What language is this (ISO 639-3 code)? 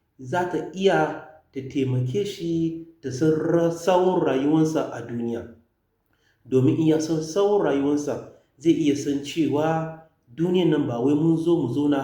hau